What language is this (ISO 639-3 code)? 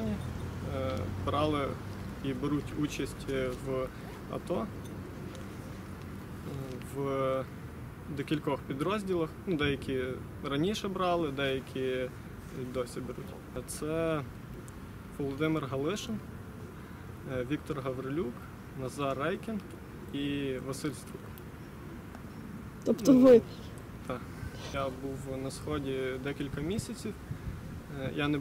ukr